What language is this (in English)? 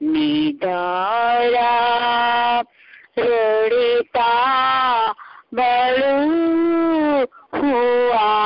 Gujarati